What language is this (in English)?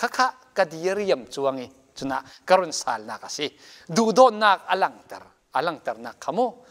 Falam Chin